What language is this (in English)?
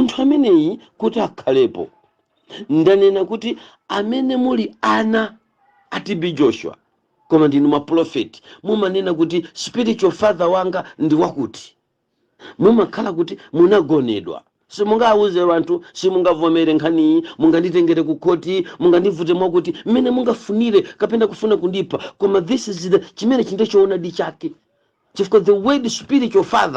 Nyanja